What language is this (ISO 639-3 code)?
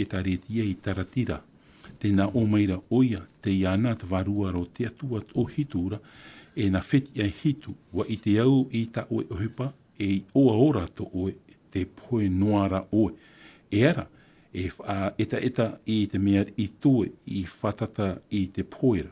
tah